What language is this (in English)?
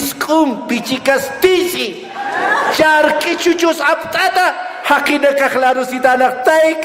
Aymara